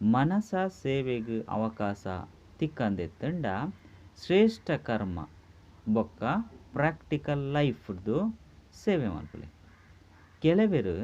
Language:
Tulu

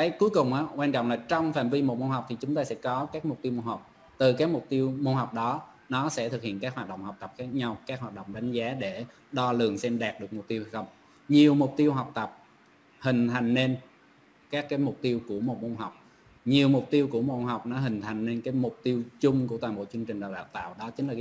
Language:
Vietnamese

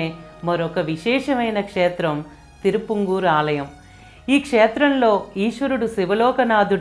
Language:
Telugu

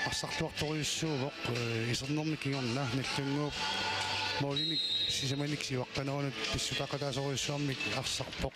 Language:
Kalaallisut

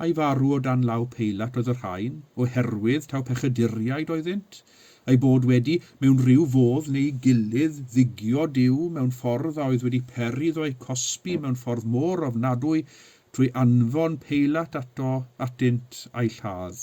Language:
Welsh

